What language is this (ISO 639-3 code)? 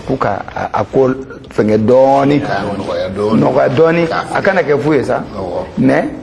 bam